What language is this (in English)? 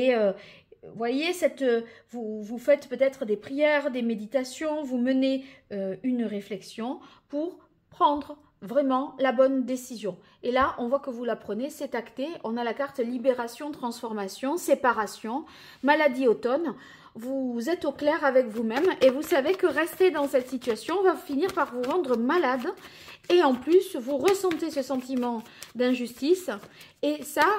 French